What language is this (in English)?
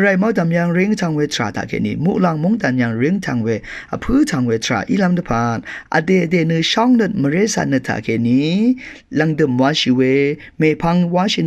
Rawang